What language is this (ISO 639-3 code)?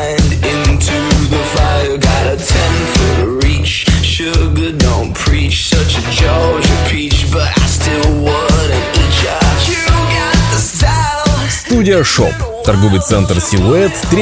sah